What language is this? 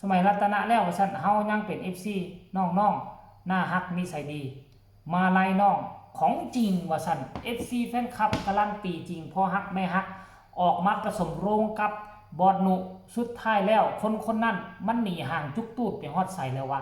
Northeastern Thai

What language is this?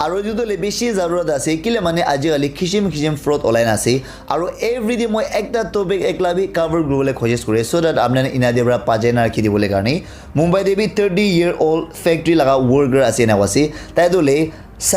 Naga Pidgin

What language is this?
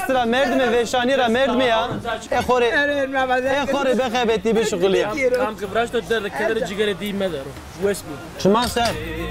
Zaza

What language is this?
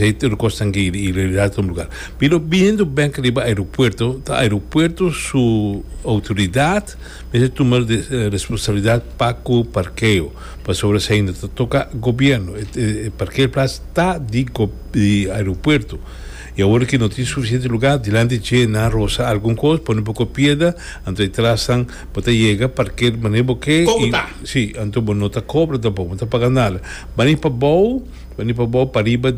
Papiamento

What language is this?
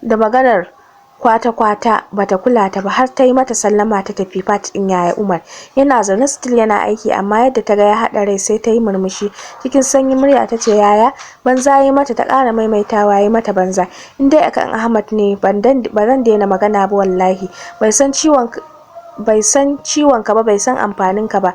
Hausa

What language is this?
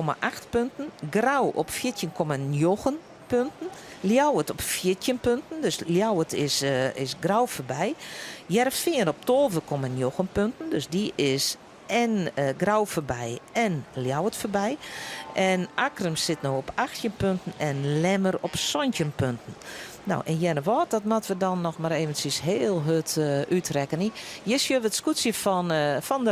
Western Frisian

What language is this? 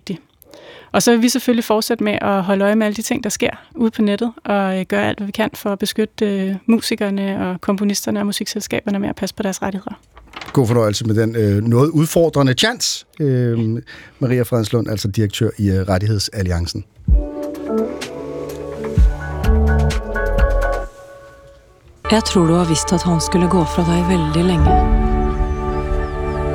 Danish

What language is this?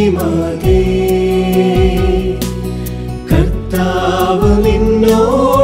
Malayalam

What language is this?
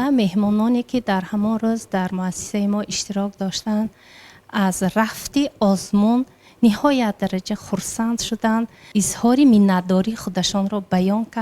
Tajik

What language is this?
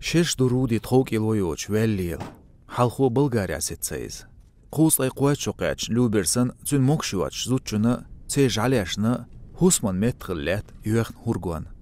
Chechen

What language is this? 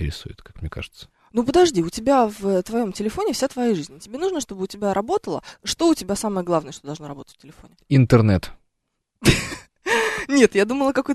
Russian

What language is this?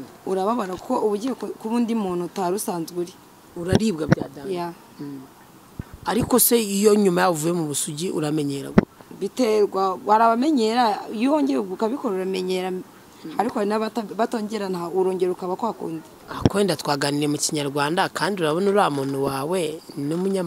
Kinyarwanda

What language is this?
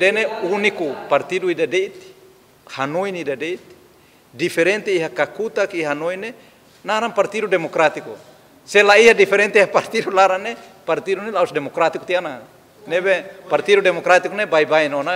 Tetum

